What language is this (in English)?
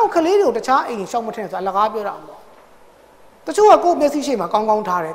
Burmese